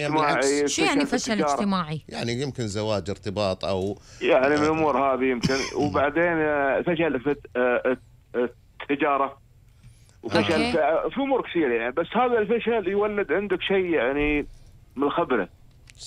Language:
Gulf Arabic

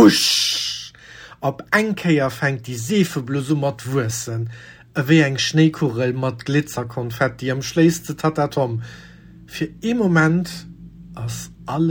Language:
Luxembourgish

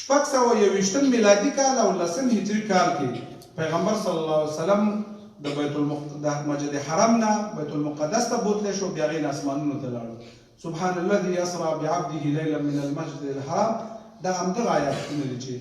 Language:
Pashto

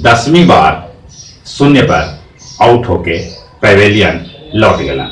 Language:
Magahi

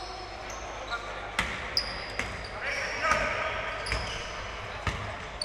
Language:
Greek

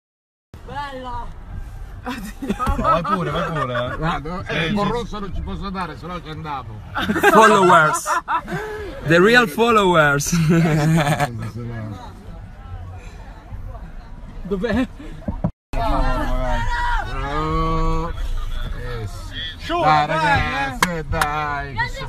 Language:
Italian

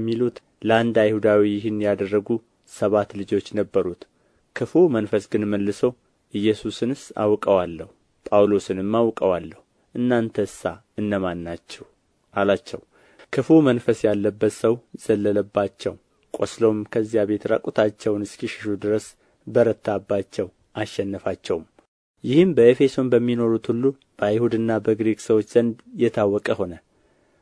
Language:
Amharic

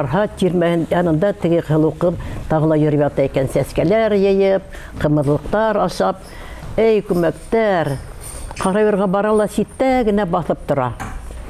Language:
Bashkir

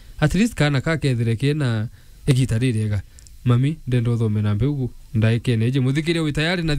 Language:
Meru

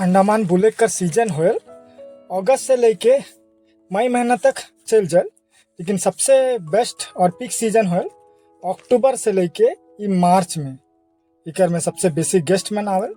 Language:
Sadri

